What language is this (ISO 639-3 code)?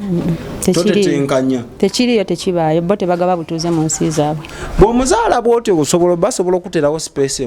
lug